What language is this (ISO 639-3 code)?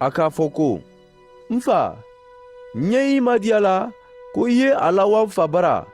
man